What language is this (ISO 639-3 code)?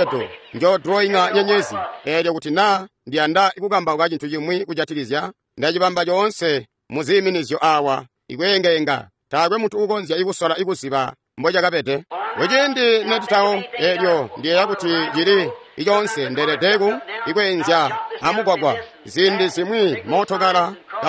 toi